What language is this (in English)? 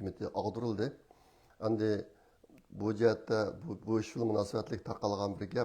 Uyghur